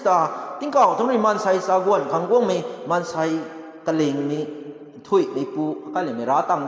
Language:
Rongmei Naga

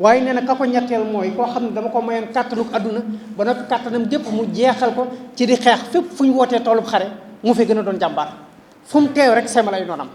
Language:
Wolof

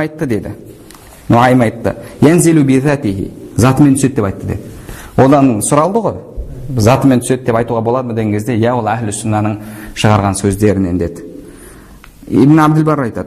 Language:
Kazakh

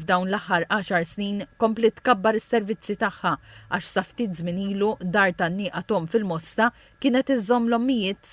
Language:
Maltese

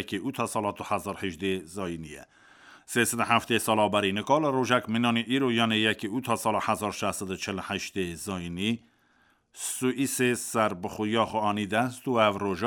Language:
Kurdish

